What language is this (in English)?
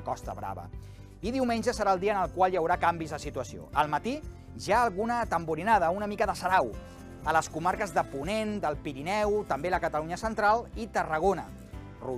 Catalan